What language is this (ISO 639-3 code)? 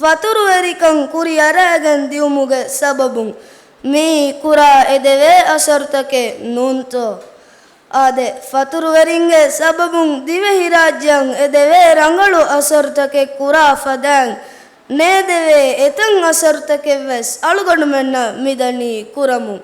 div